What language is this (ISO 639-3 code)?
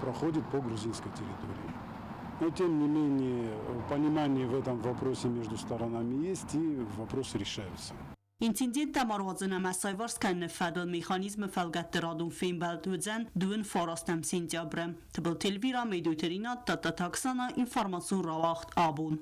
oss